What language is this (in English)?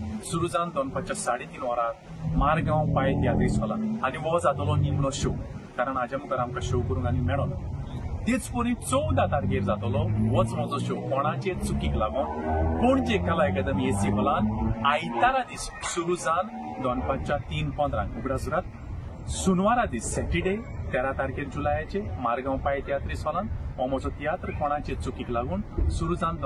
Konkani